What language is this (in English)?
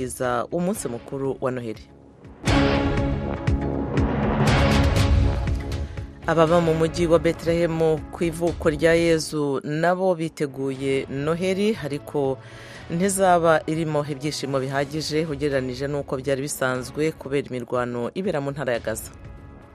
Kinyarwanda